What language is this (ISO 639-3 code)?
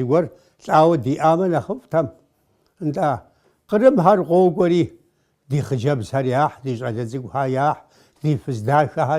kbd